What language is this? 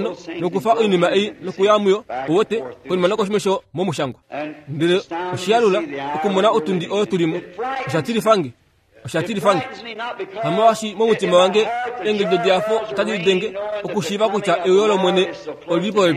Kuanyama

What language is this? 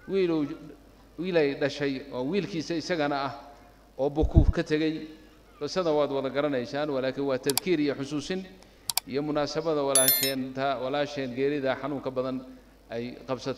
Somali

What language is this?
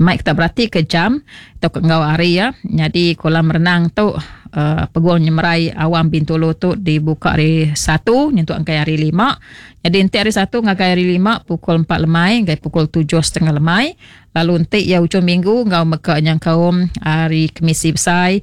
Iban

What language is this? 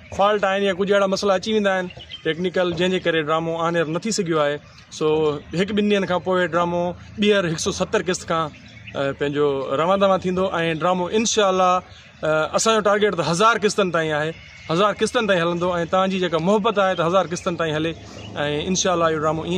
Sindhi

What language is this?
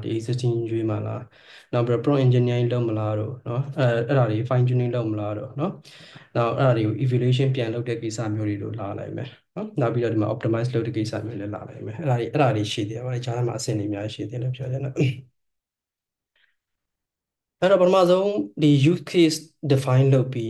Burmese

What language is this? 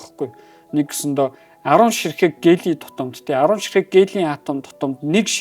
Mongolian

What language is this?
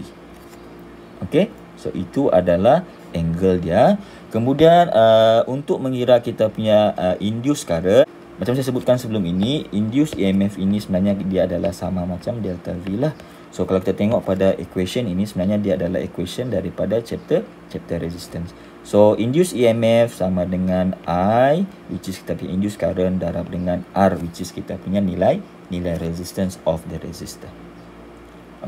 Malay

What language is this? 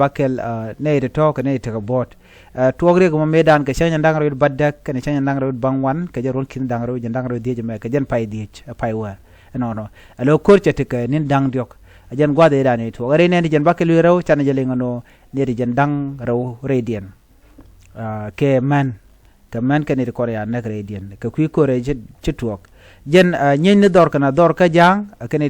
Nuer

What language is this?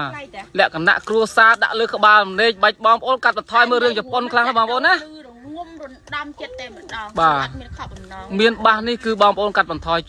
Khmer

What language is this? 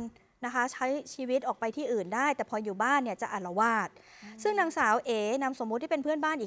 Thai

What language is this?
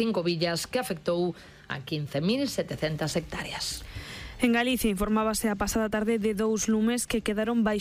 Galician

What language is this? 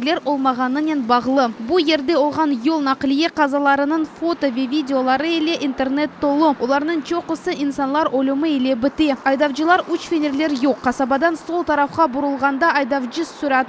Crimean Tatar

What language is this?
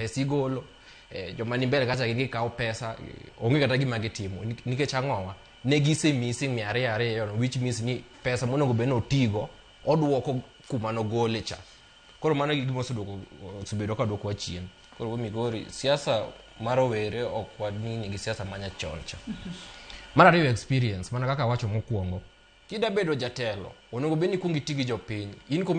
Luo (Kenya and Tanzania)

